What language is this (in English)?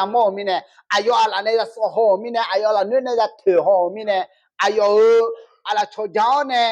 Akha